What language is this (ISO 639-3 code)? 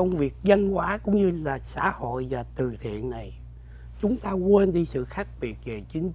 vie